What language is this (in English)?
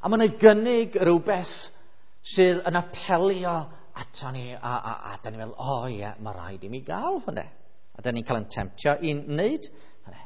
Welsh